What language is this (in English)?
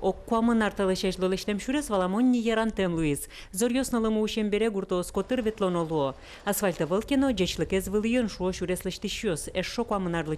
Udmurt